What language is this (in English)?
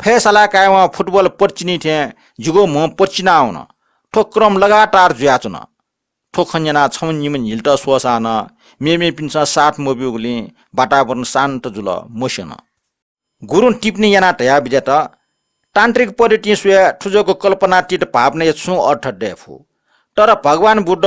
Newari